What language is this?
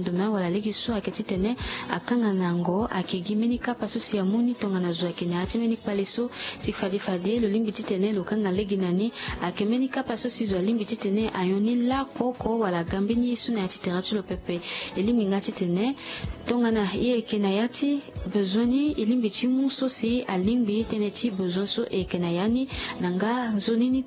Sango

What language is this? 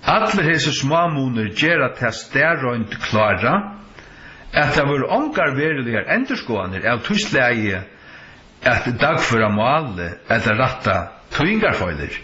Faroese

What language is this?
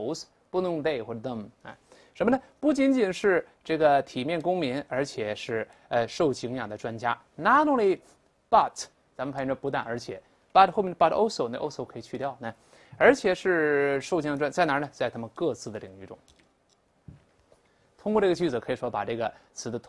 Chinese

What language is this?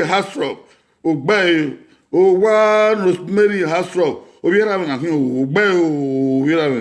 Bini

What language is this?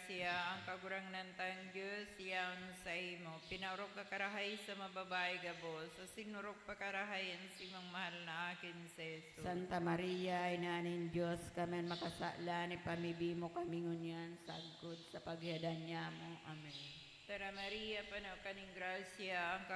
Bikol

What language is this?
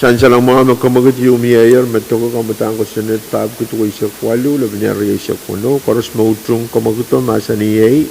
Pohnpeian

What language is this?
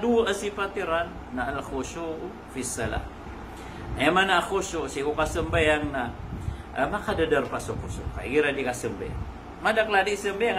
Maranao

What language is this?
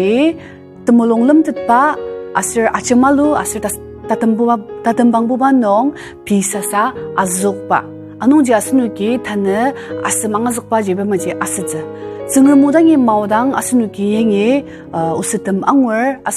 Ao Naga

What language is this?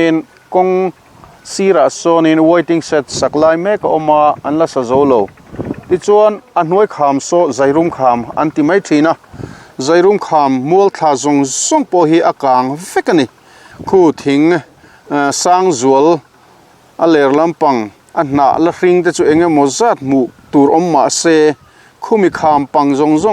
Mizo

